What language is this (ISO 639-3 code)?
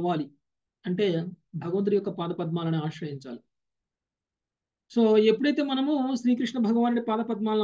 tel